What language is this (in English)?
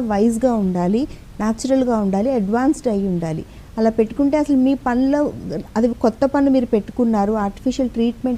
Telugu